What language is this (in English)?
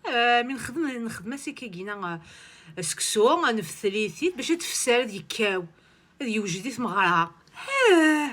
Kabyle